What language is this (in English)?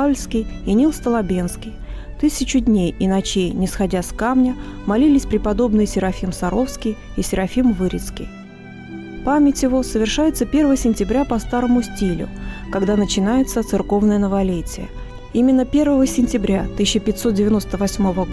Russian